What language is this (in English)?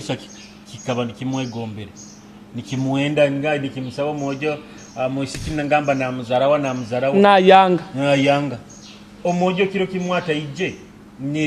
Nyoro